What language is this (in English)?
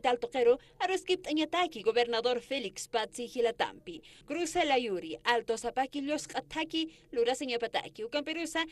Aymara